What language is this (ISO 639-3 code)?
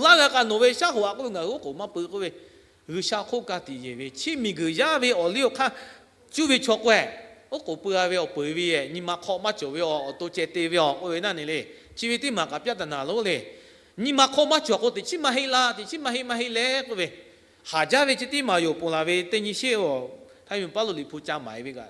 lhu